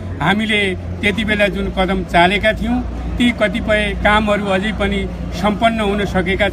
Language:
Nepali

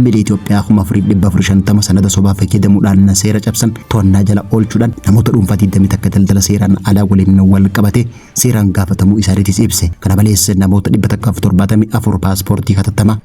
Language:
Oromo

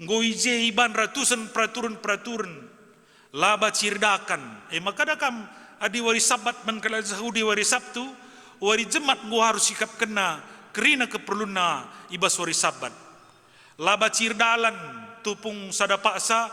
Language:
Batak Karo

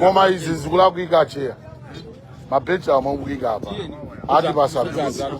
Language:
Nyanja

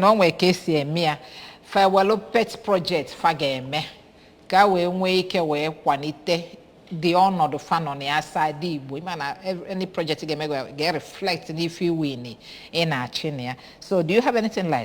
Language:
Igbo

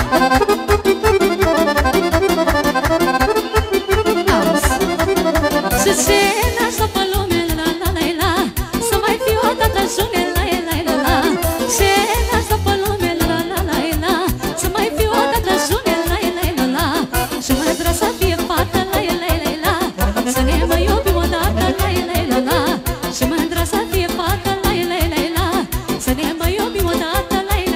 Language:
Romanian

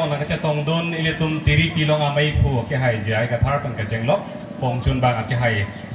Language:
Karbi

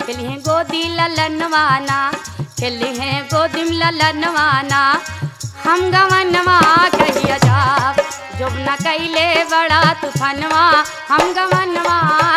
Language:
Bhojpuri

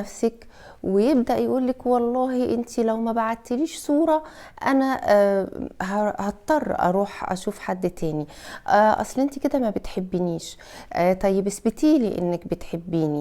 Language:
Egyptian Arabic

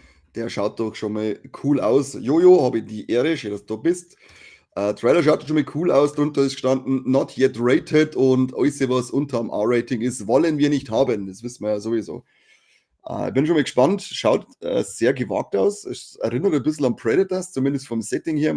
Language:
Bavarian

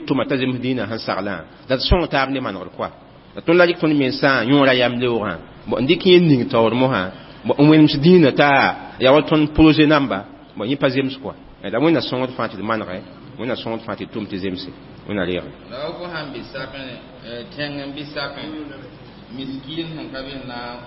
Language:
Mossi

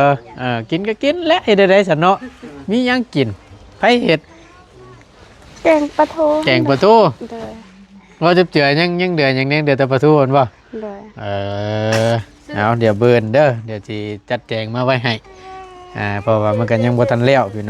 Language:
Northeastern Thai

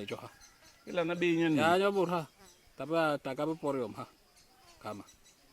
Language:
Basaa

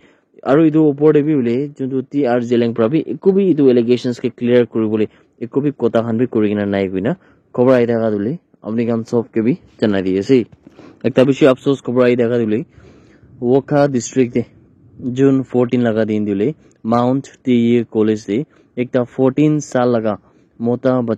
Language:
Naga Pidgin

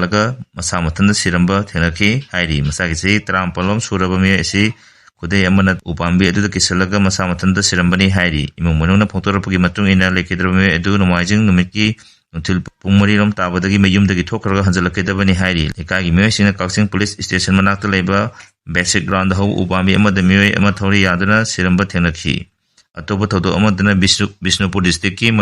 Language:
Manipuri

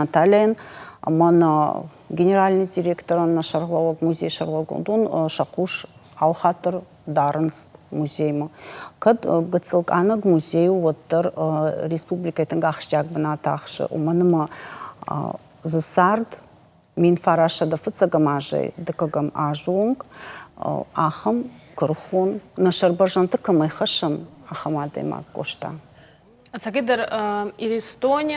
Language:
Ossetic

